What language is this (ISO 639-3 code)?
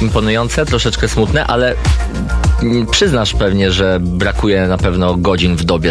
pol